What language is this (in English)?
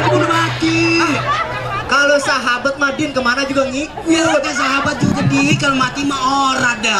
Betawi